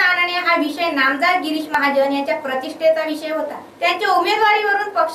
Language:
Marathi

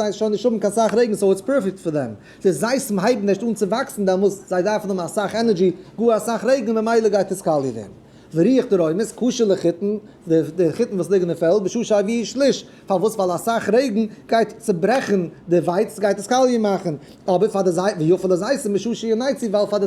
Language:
Yiddish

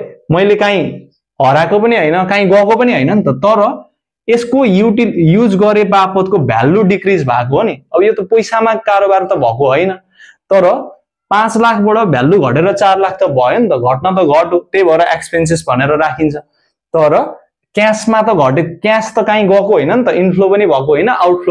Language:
Nepali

